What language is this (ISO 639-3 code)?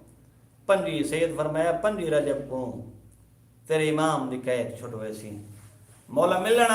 skr